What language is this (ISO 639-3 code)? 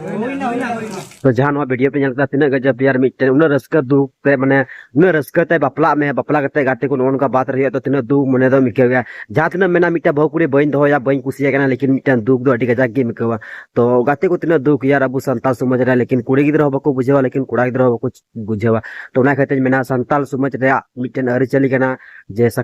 sat